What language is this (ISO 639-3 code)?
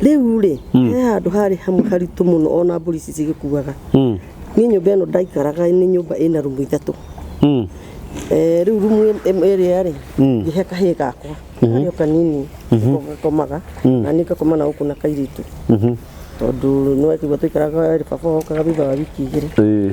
kik